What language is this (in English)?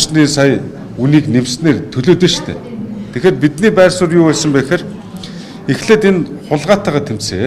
Mongolian